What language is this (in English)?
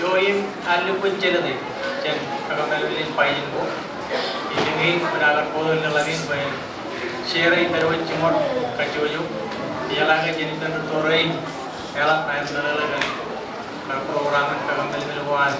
Marshallese